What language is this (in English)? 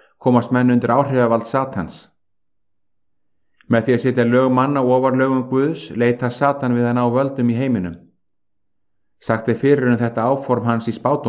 Icelandic